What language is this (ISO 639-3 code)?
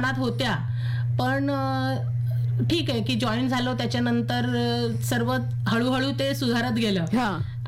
mar